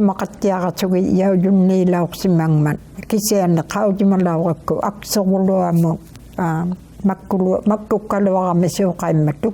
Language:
Inuktitut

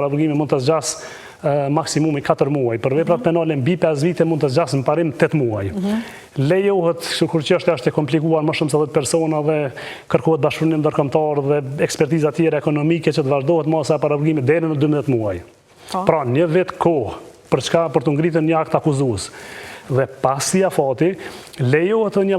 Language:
Albanian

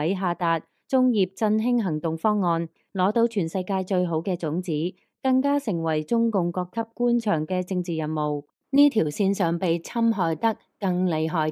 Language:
Cantonese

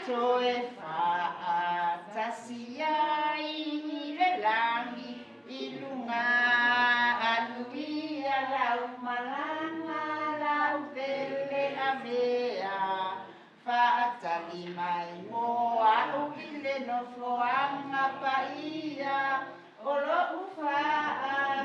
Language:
Samoan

